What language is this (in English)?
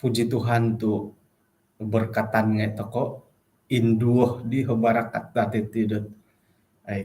Central Dusun